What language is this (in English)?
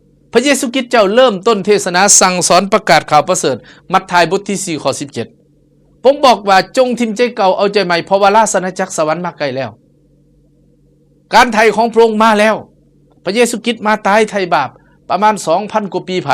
Lao